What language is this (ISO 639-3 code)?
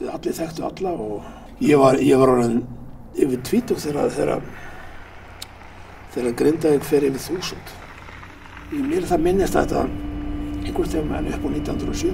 isl